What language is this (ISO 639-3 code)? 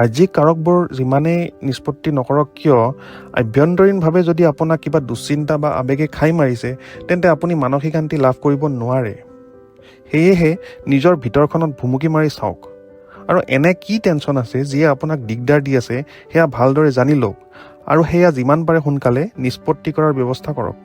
asm